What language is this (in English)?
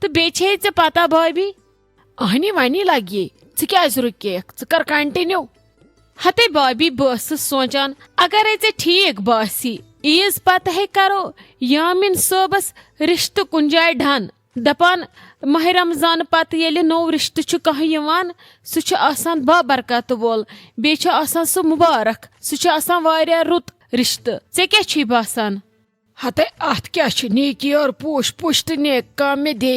Kashmiri